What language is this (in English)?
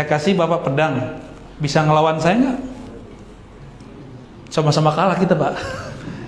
Indonesian